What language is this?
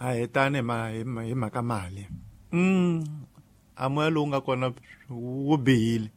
Tsonga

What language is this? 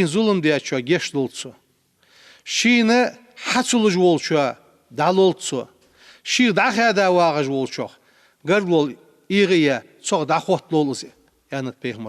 Ingush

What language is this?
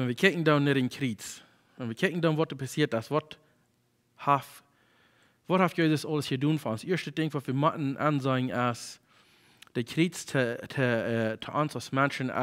Plautdietsch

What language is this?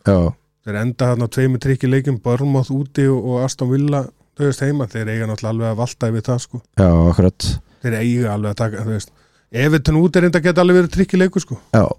Icelandic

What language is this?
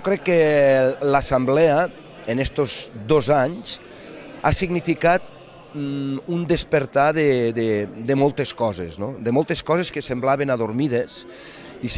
Catalan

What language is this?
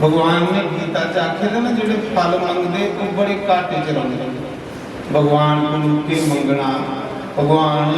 Dogri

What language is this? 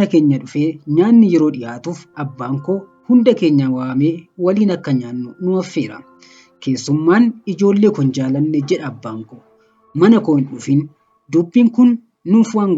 Oromo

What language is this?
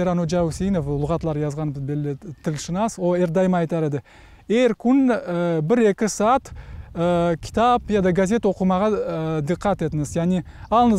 Crimean Tatar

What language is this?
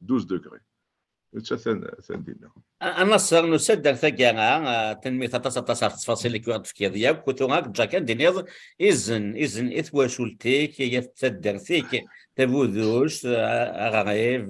Kabyle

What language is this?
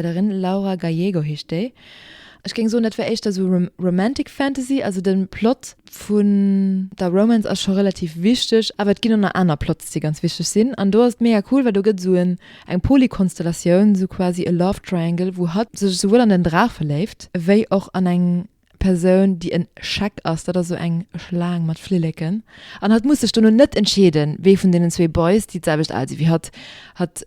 Luxembourgish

